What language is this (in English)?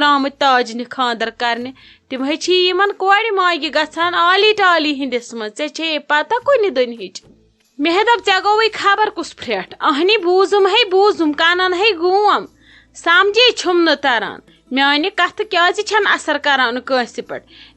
Kashmiri